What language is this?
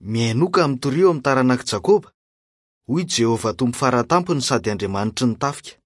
Malagasy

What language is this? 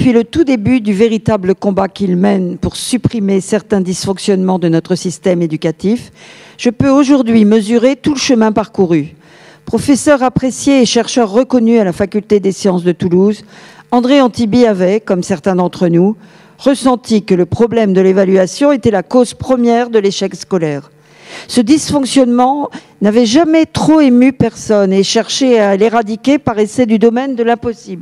French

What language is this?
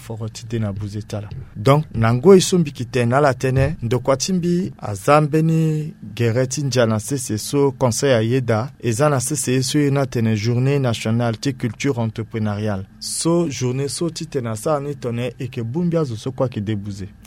Sango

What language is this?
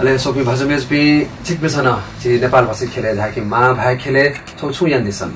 Newari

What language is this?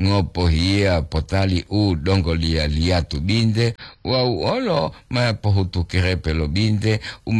Gorontalo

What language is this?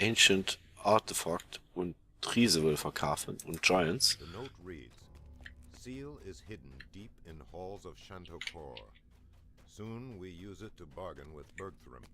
Luxembourgish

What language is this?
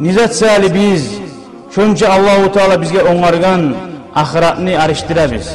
Kumyk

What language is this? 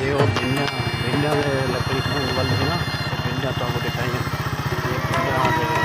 Saraiki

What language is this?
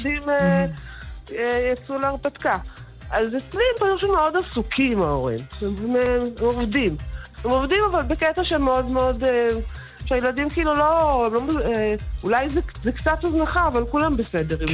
Hebrew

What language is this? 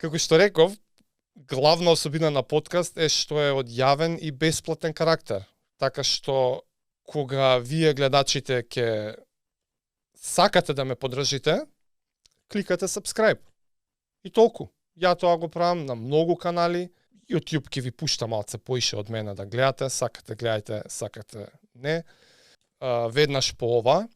Macedonian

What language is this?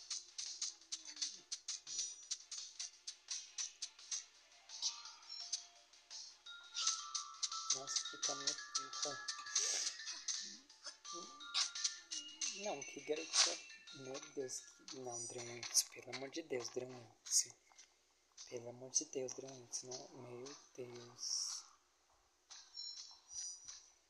Portuguese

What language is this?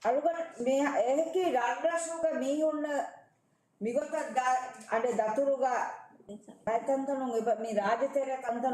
Divehi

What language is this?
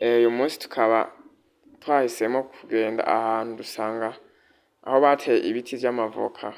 Rundi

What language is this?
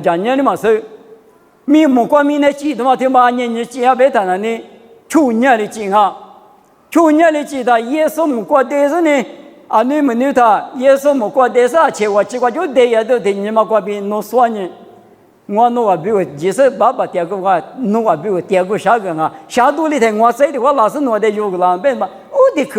Lisu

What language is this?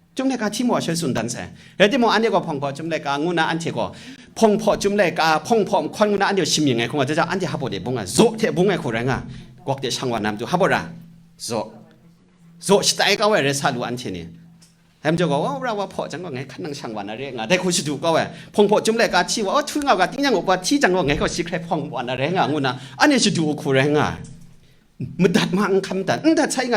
Kachin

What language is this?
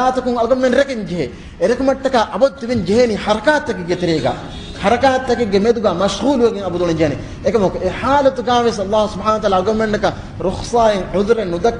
Divehi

